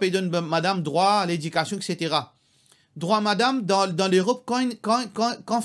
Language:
Morisyen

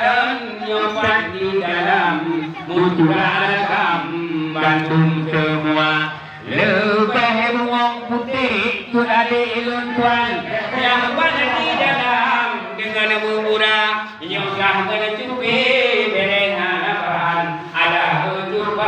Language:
Achinese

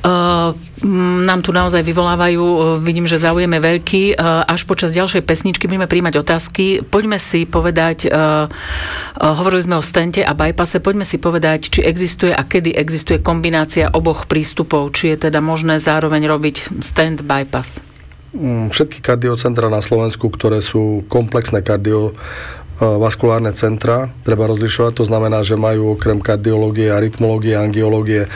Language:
Slovak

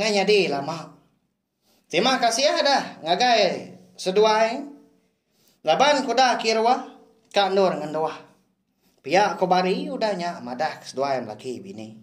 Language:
Iban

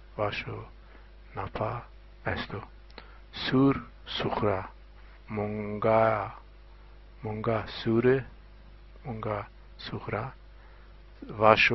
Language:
Zaza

